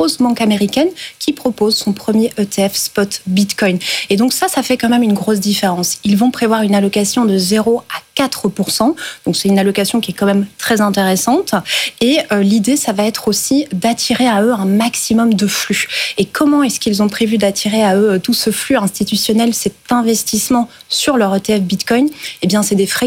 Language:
French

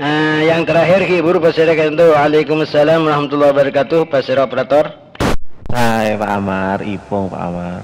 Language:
Madurese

